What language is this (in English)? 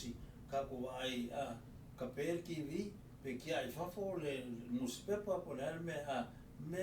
Samoan